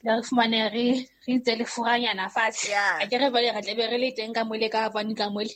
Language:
Southern Sotho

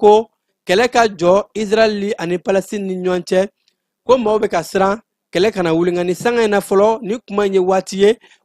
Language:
Bambara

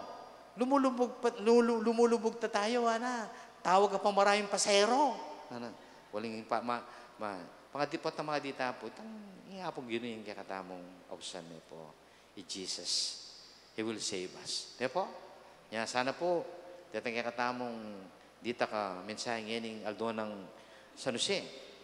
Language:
Pampanga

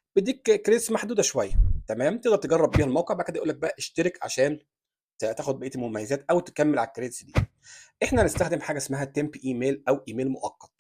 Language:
Egyptian Arabic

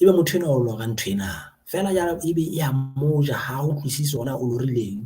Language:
Southern Sotho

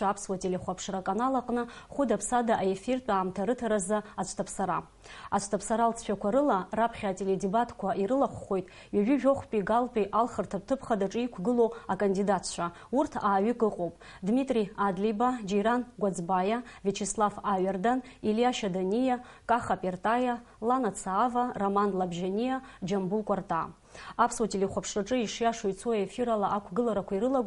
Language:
Abkhazian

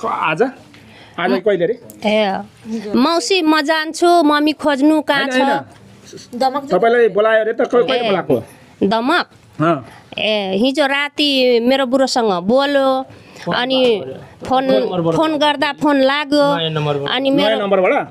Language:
Nepali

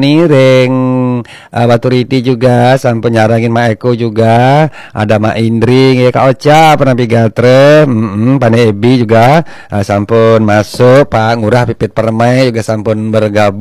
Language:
Balinese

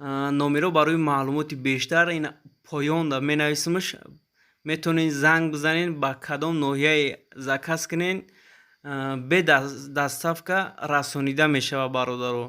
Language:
Tajik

